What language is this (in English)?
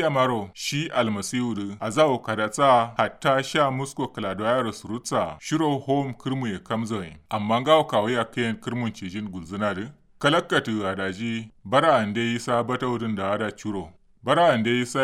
Kanuri